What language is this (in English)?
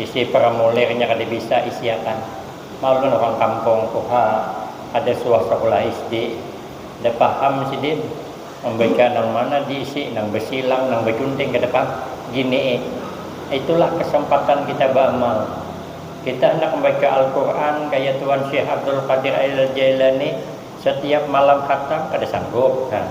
Banjar